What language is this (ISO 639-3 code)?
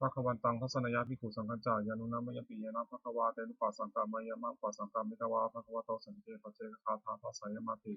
pli